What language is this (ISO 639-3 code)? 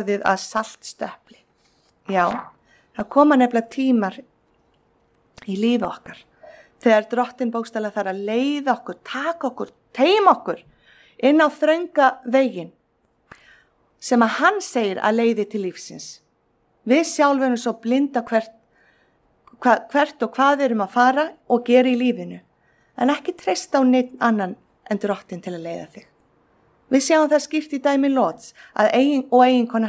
isl